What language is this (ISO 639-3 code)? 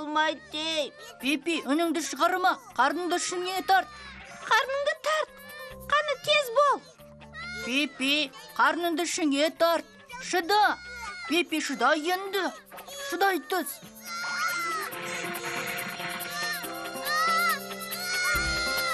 kaz